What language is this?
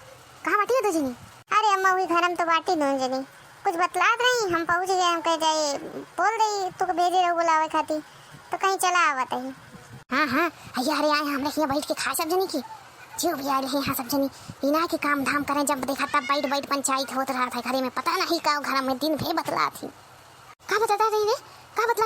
Awadhi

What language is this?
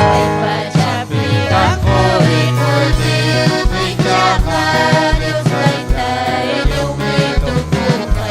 Ayacucho Quechua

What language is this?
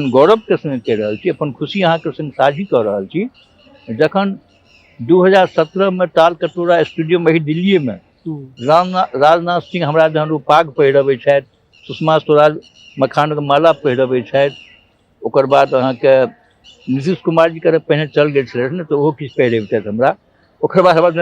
Maithili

